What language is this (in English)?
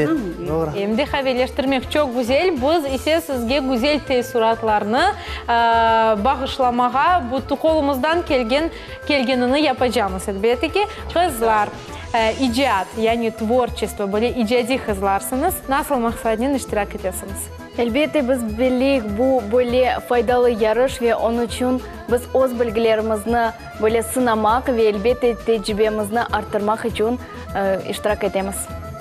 Crimean Tatar